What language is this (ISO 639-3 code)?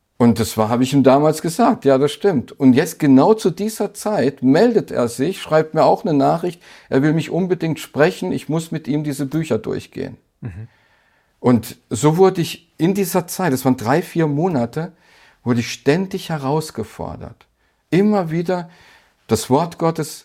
deu